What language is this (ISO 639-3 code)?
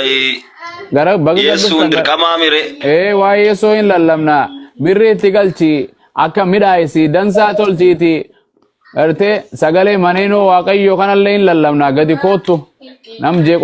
orm